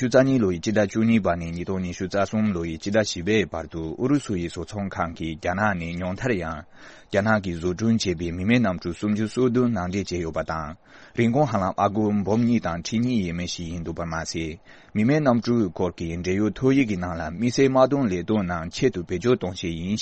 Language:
Tibetan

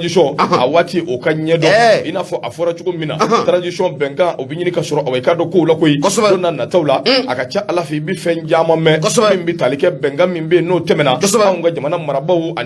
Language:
Bambara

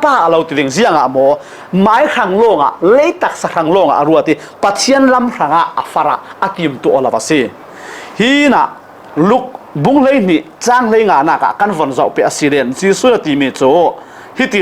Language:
Falam Chin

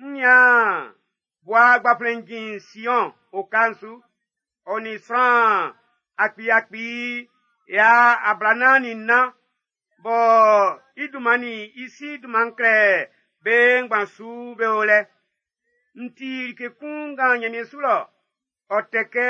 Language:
Baoulé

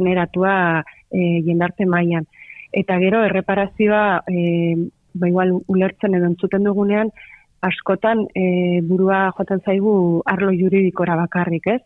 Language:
Basque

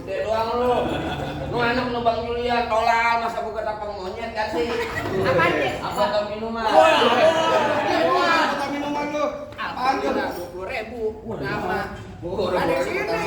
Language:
Betawi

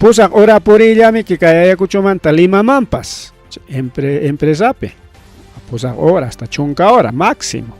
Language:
Ayacucho Quechua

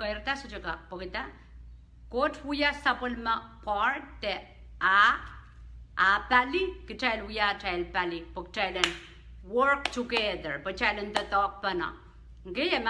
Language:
Pohnpeian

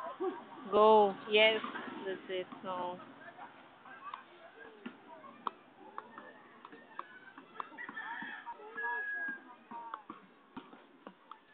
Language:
Filipino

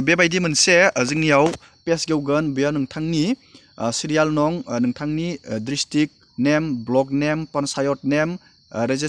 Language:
Bodo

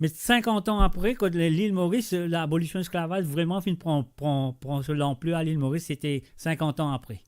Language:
Morisyen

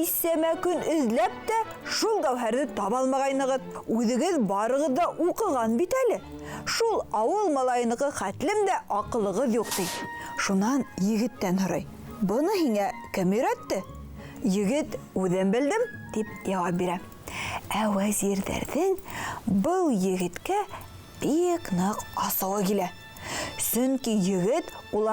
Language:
Bashkir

